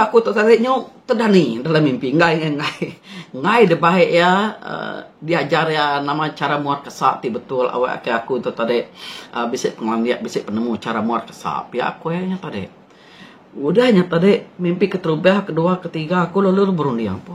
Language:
Iban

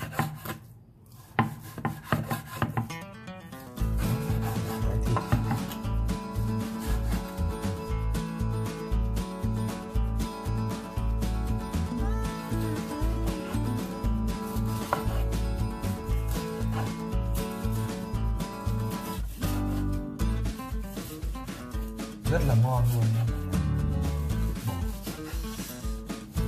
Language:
Vietnamese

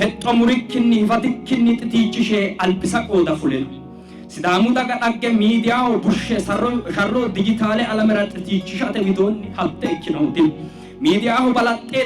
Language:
Sidamo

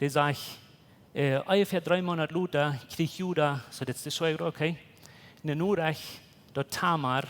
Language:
Plautdietsch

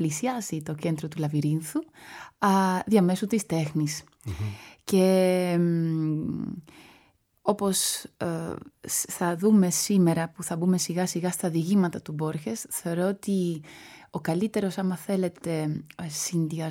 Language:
Greek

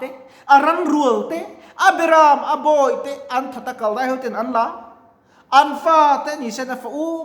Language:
Mizo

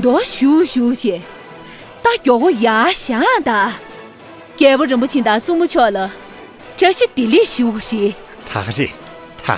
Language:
Tibetan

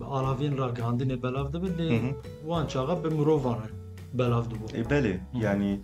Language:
Kurdish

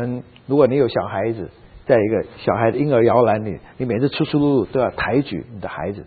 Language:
Chinese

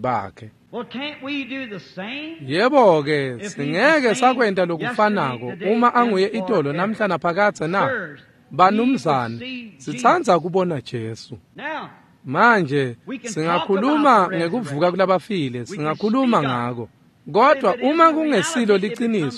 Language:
Swati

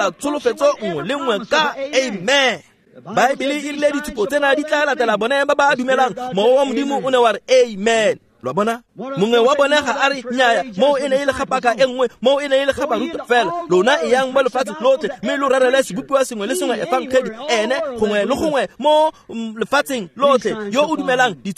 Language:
Tswana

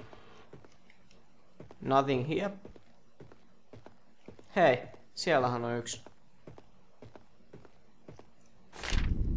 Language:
Finnish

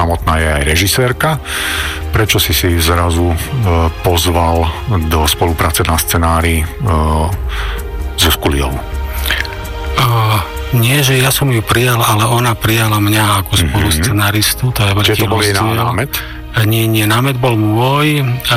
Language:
Slovak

